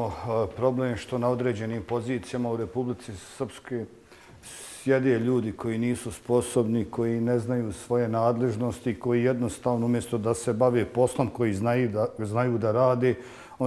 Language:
Bosnian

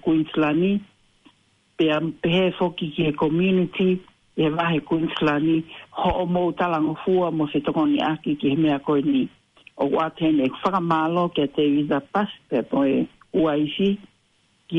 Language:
Tongan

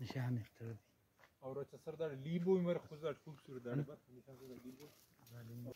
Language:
Brahui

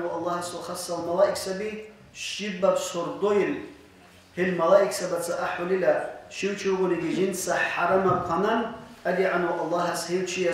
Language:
Avaric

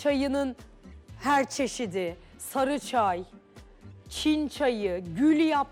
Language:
Turkish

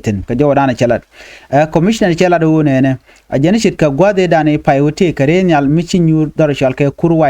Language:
Nuer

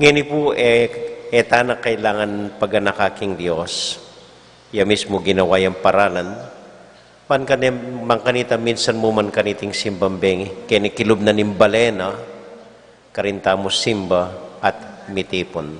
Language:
Pampanga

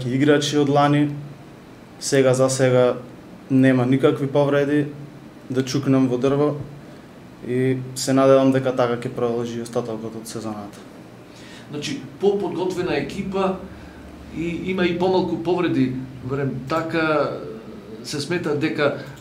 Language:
Macedonian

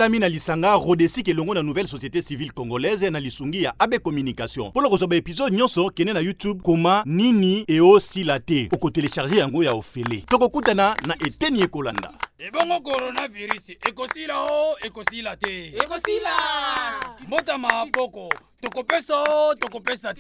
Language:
Lingala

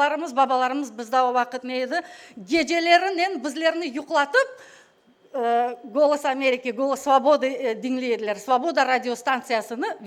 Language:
Crimean Tatar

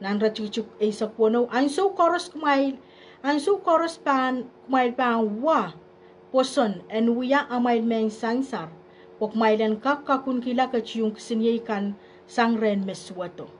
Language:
Pohnpeian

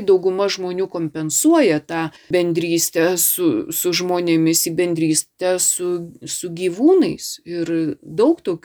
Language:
Lithuanian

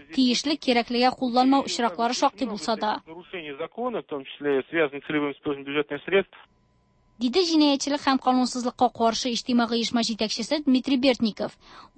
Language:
Tatar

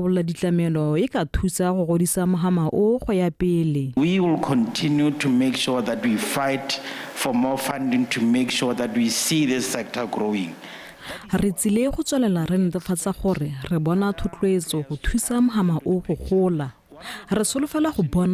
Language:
Tswana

